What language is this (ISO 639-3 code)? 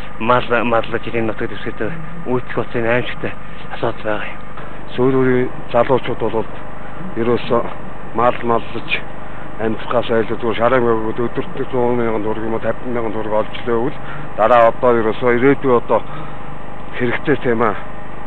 mon